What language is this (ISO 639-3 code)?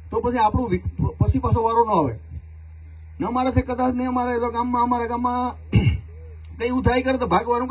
guj